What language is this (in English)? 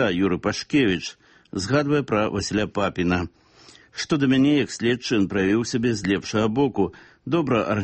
Belarusian